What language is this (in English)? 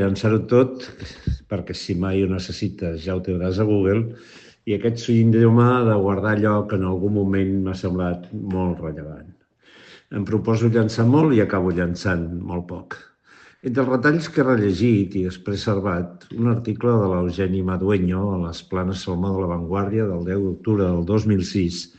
Catalan